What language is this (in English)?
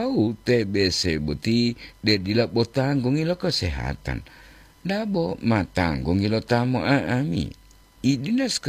Gorontalo